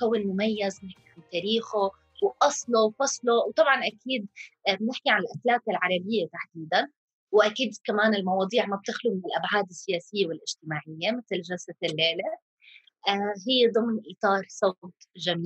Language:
North Levantine Arabic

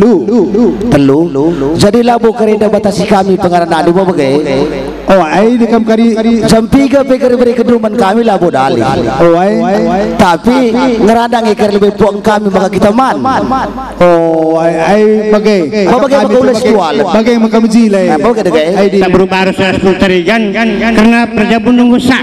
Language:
Batak Karo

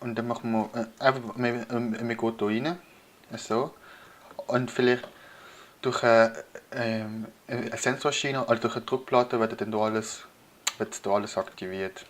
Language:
Swiss German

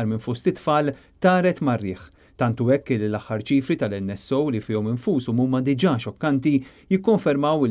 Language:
Maltese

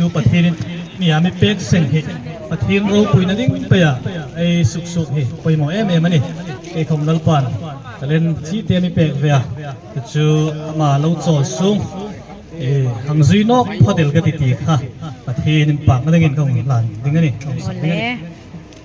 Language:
Hmar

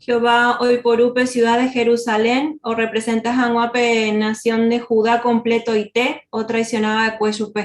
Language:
Guarani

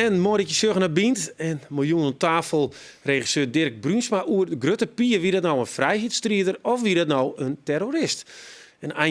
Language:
Western Frisian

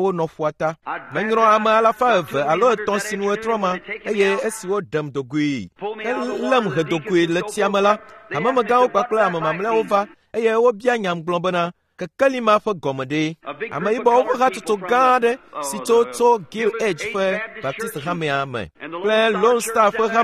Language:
Ewe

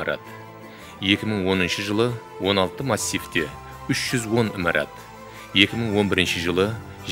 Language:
Kara-Kalpak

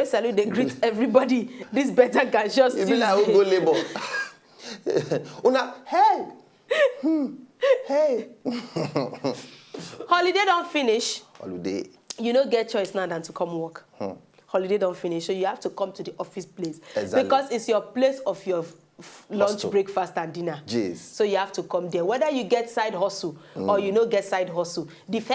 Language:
Nigerian Pidgin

